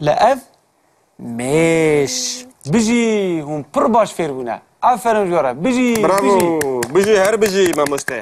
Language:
Kurdish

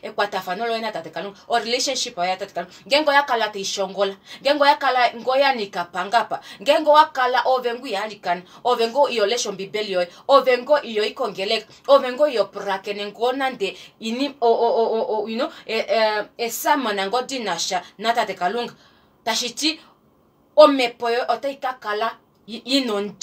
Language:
Kuanyama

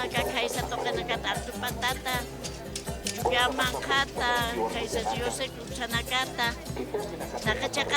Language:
Aymara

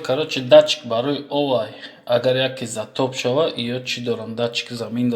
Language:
Tajik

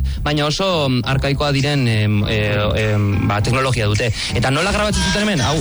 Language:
Basque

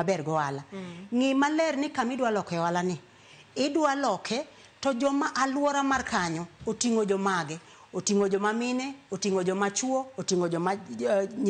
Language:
Luo (Kenya and Tanzania)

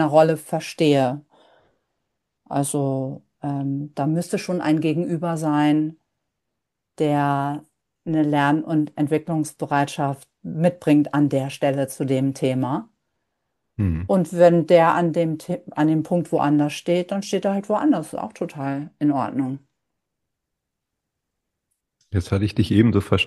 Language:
German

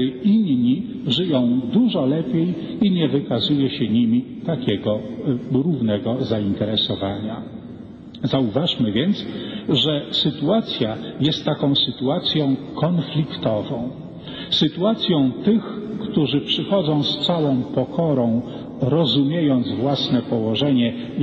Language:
Polish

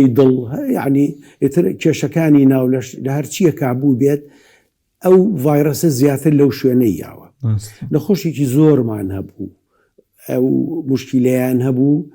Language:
Central Kurdish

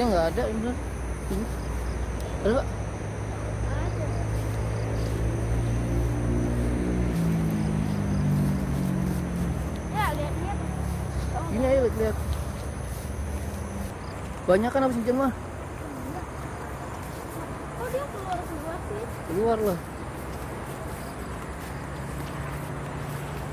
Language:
Indonesian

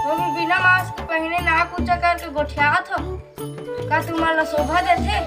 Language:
Chhattisgarhi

